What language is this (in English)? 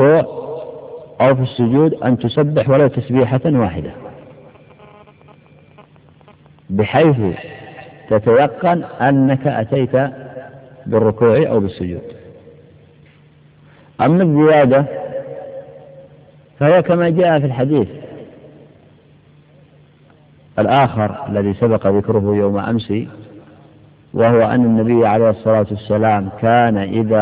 Arabic